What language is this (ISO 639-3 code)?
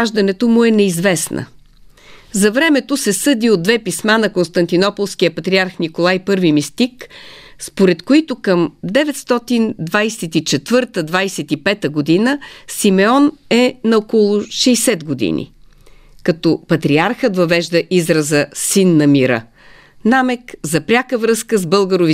bul